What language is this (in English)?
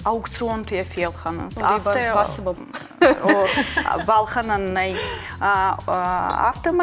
Ossetic